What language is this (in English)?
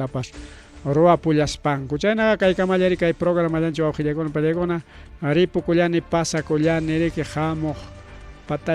Ayacucho Quechua